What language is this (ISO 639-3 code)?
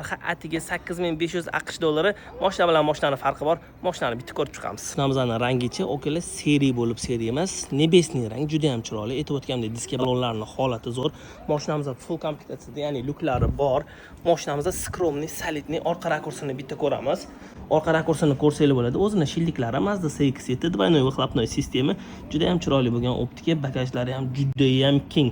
uzb